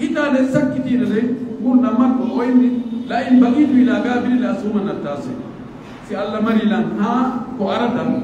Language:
Pular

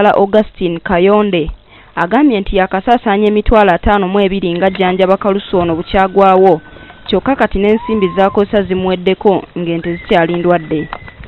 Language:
Ganda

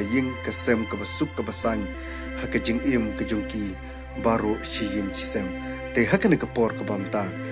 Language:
Khasi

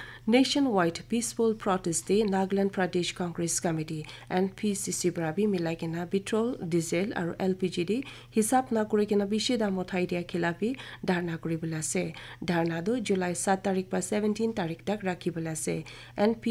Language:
Naga Pidgin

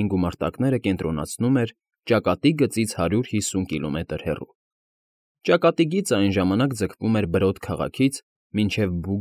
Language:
Armenian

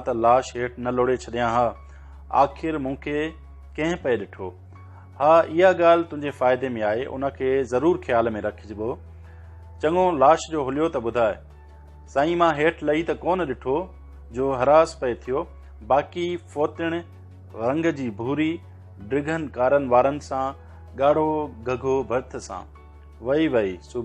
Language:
Sindhi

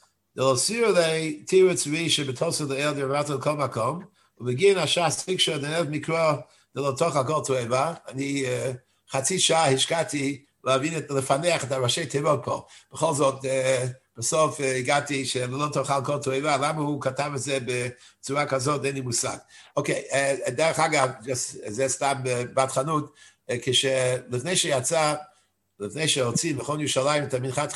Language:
Hebrew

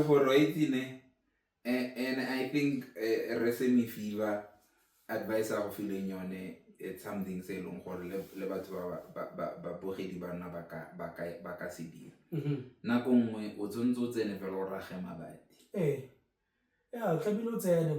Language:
Tswana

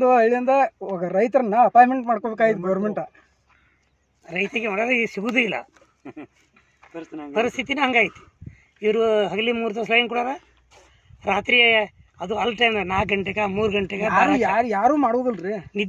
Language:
Kannada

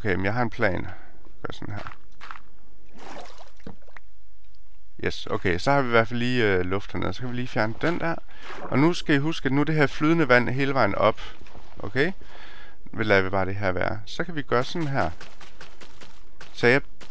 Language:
Danish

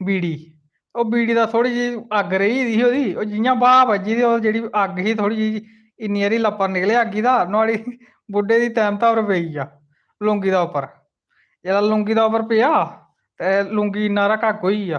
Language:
Dogri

